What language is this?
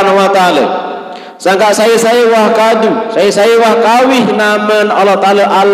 Sasak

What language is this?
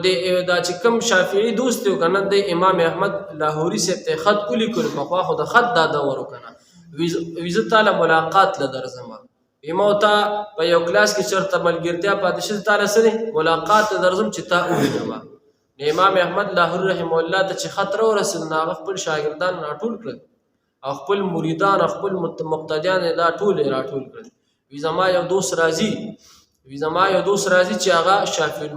Pashto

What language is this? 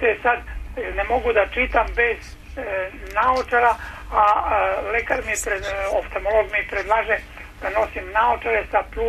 Serbian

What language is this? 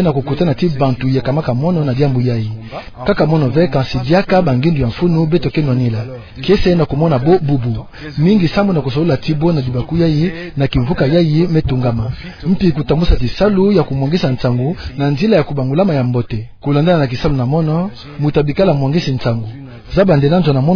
Kituba (Democratic Republic of Congo)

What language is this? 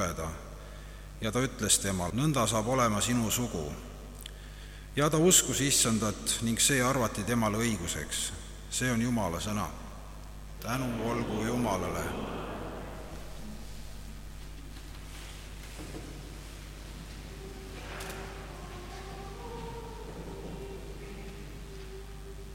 Estonian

